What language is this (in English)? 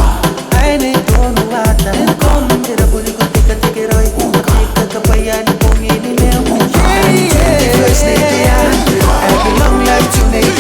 Gilbertese